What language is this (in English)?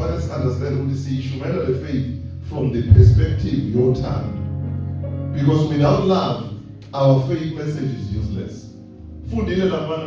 Zulu